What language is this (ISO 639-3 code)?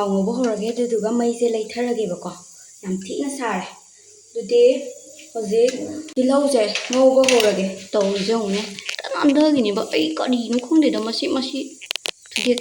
mni